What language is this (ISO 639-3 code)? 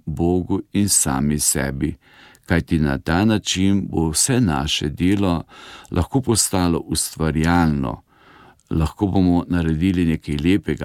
slv